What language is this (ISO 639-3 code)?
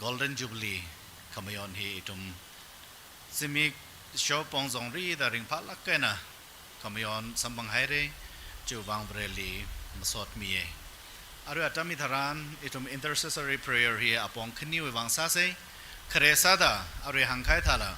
nmf